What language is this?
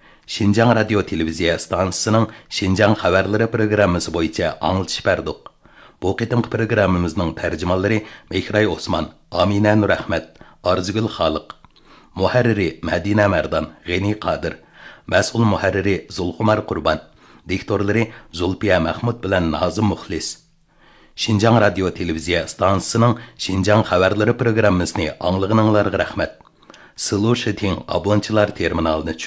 Uyghur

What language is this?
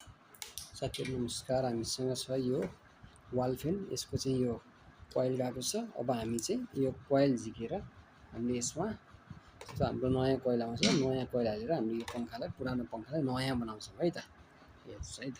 Nepali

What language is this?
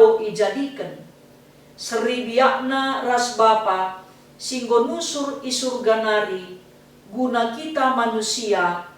Batak Karo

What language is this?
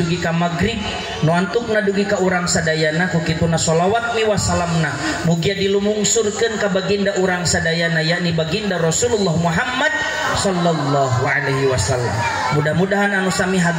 Sundanese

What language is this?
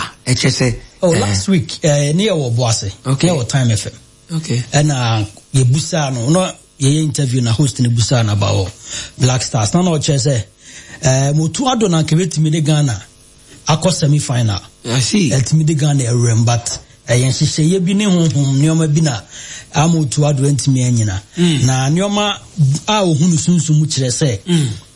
Akan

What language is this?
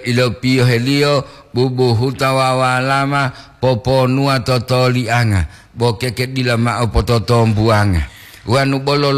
Gorontalo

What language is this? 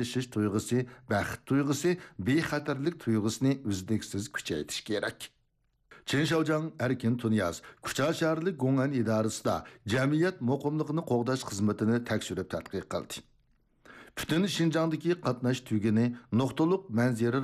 Uyghur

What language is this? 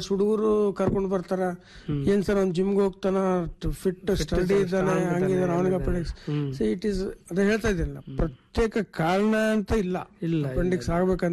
Kannada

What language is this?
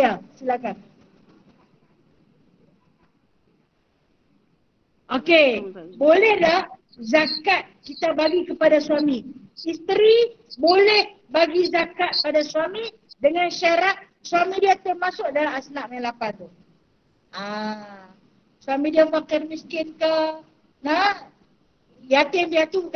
Malay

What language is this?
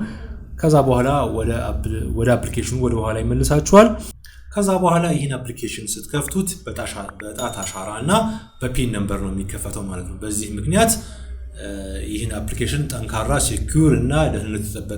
Amharic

